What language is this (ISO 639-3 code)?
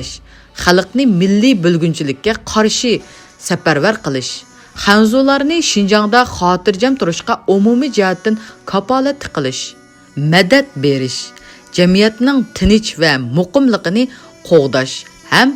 uig